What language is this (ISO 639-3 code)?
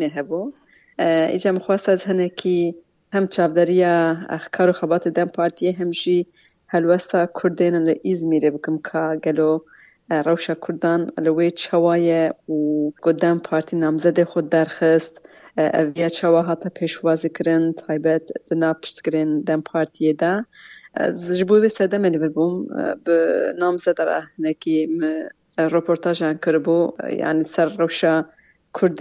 kur